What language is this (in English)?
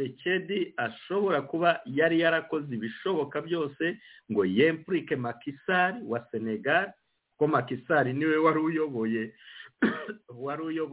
Kinyarwanda